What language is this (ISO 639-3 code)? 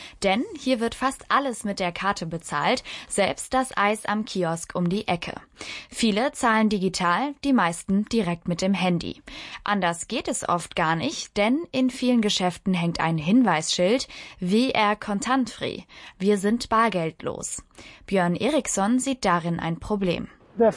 deu